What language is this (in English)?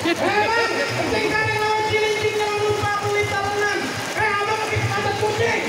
Betawi